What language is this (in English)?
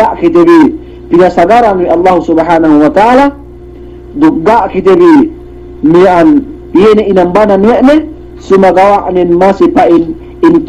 Yakan